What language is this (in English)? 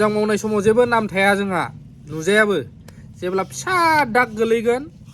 Bodo